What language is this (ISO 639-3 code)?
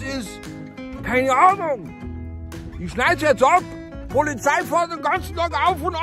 bar